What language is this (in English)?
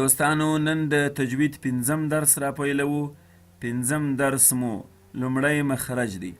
Pashto